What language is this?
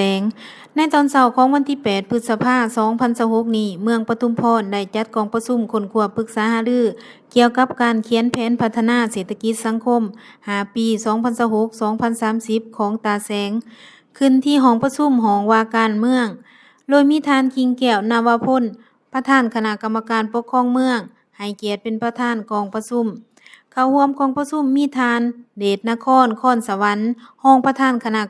Lao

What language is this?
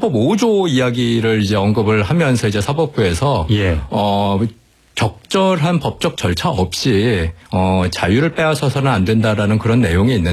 Korean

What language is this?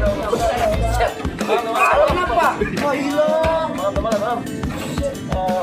Betawi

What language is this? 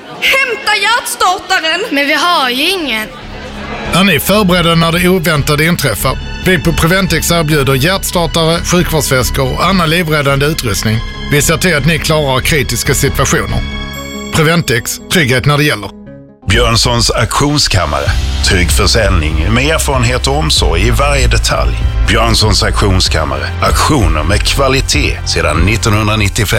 Swedish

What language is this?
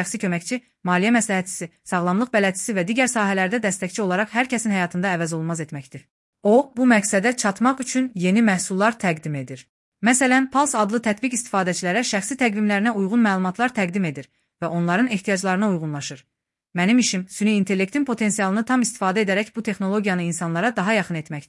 Azerbaijani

